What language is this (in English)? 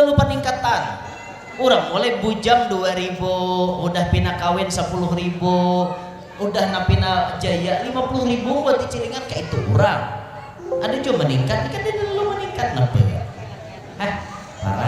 Banjar